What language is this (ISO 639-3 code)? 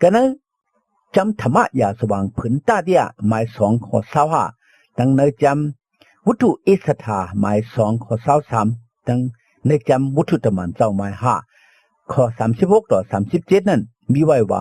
shn